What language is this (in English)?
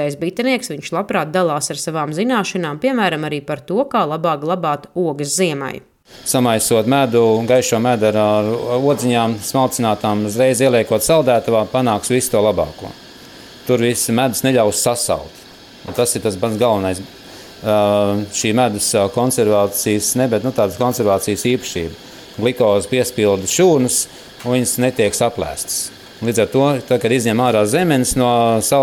Latvian